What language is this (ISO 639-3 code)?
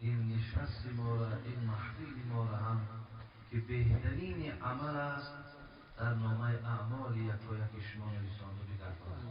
tgk